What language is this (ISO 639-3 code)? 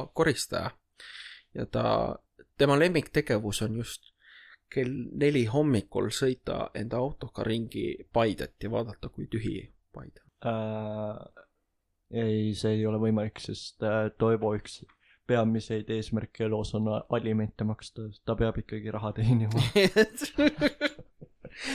est